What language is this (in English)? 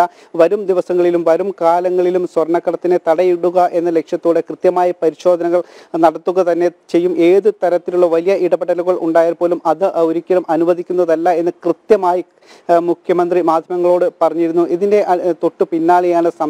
Malayalam